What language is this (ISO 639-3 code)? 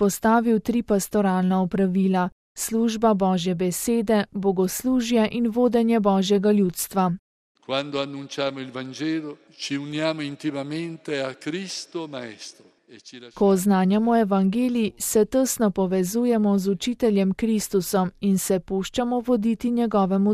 slv